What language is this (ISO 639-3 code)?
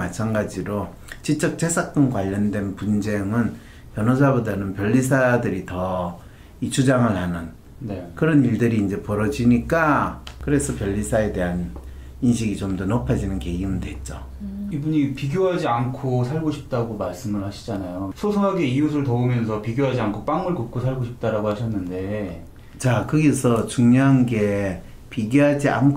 kor